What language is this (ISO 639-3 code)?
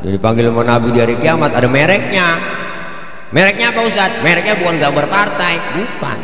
bew